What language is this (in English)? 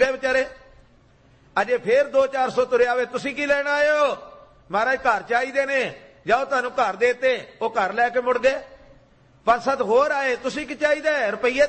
Punjabi